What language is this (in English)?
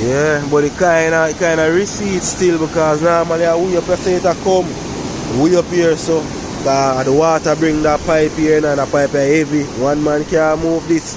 Jamaican Creole English